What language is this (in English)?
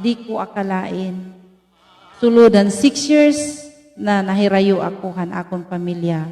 Waray